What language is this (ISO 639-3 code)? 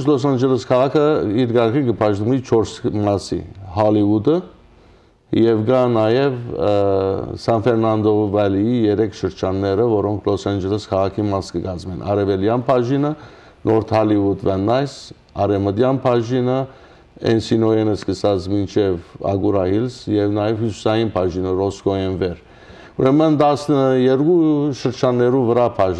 hyw